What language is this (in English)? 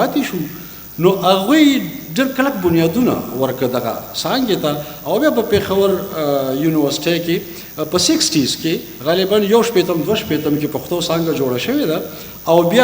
Pashto